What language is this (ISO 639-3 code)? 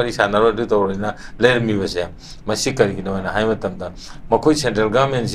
mni